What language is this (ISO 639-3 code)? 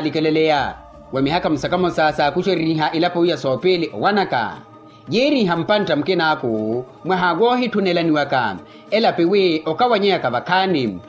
vmw